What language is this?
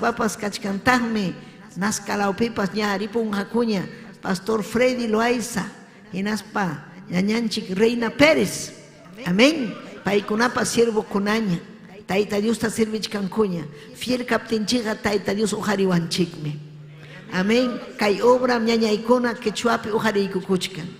Ayacucho Quechua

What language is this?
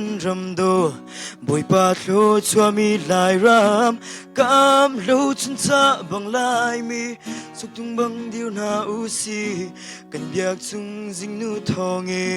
Hakha Chin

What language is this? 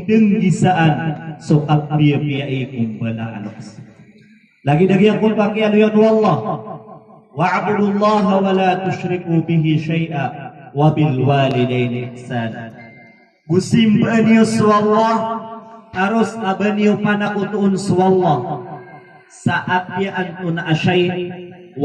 Maranao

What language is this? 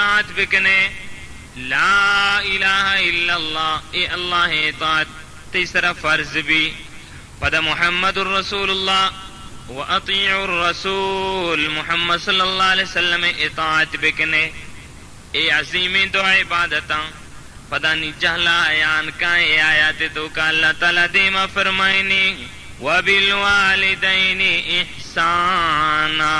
Baluchi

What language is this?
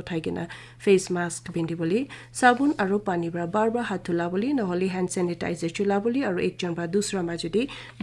Naga Pidgin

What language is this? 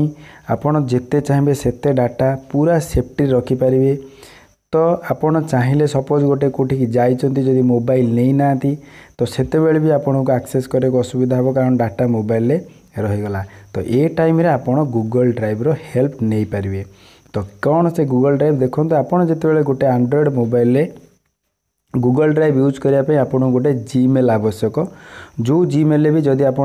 Odia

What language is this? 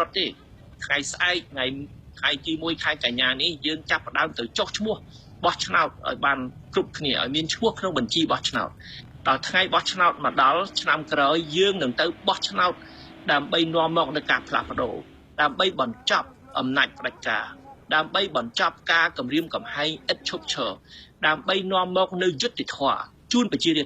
Khmer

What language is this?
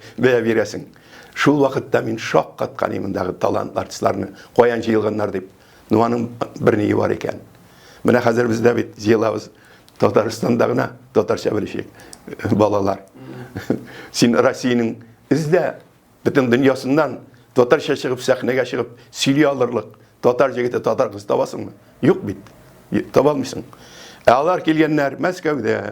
Tatar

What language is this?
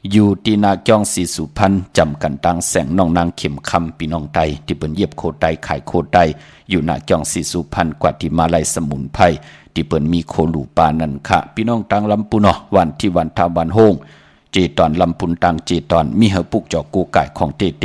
Shan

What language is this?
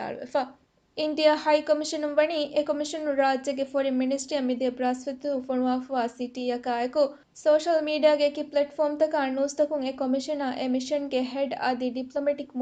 Divehi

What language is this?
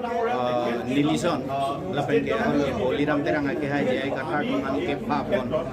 Karbi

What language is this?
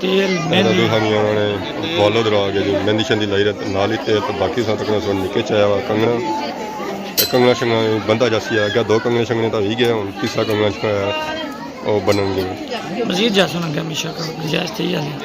Pahari-Potwari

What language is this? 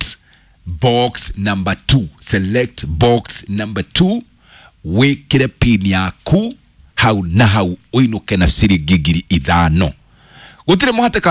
Kikuyu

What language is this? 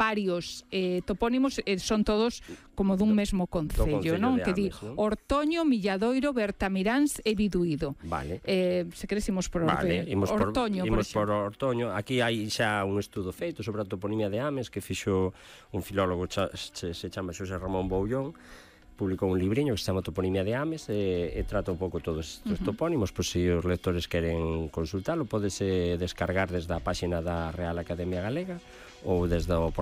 Galician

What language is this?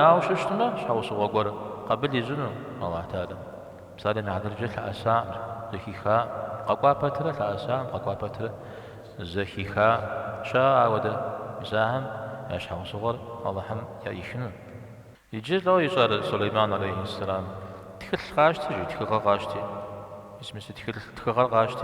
Kabardian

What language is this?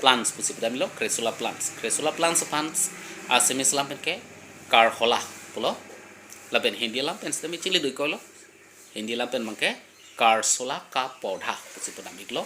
Karbi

